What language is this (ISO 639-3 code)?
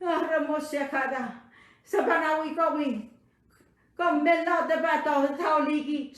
pon